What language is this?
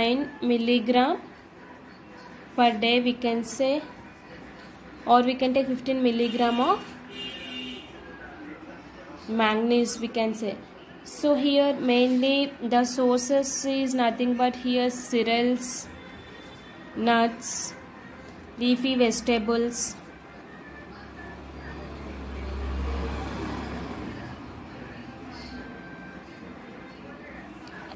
English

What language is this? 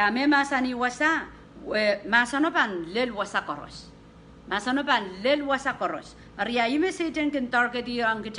Pohnpeian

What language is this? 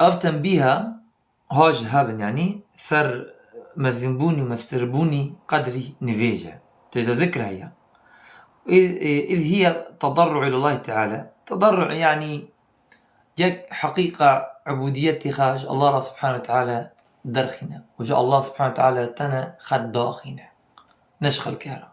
Kurdish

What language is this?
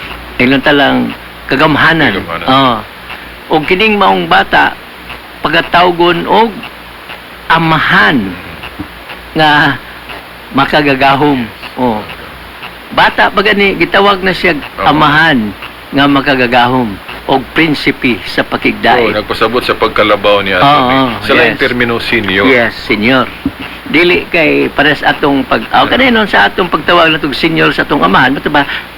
Cebuano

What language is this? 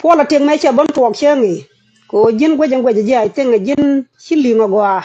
Nuer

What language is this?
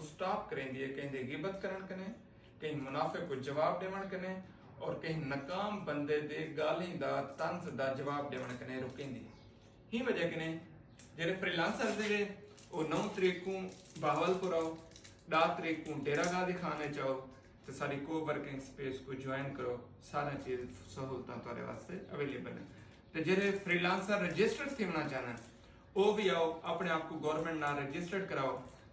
Saraiki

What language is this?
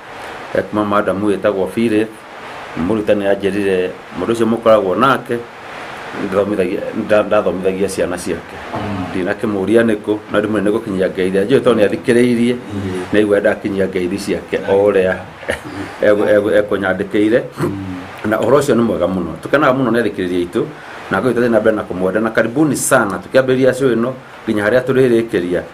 Kikuyu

